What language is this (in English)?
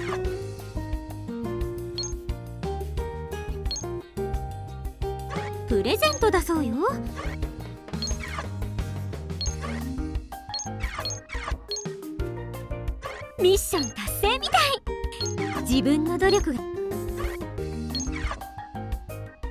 Japanese